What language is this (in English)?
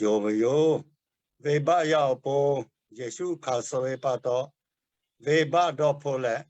Lahu